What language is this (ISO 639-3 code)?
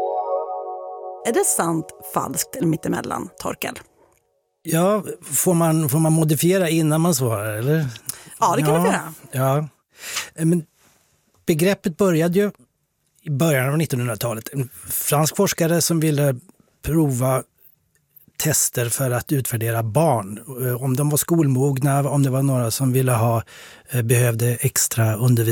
swe